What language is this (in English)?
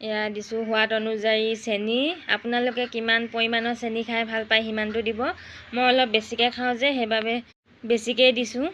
Assamese